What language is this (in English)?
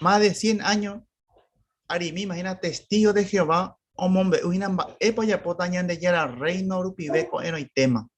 Guarani